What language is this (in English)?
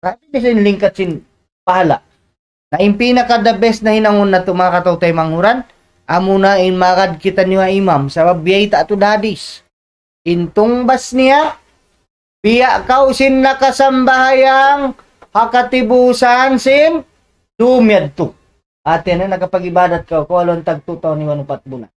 Tausug